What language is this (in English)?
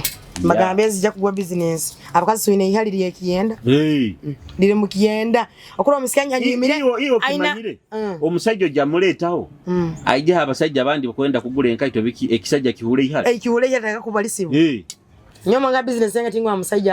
Nyoro